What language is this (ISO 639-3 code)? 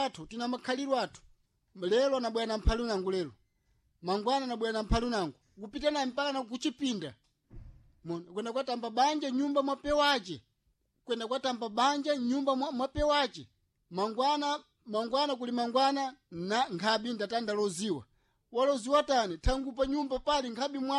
seh